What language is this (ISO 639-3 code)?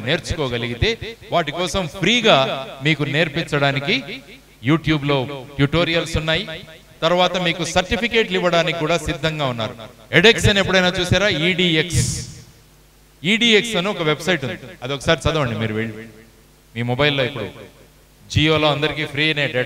tel